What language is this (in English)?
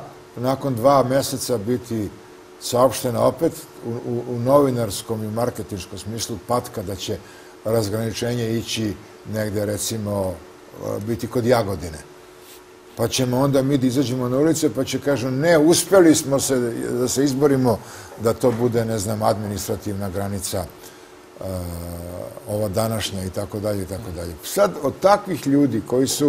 Serbian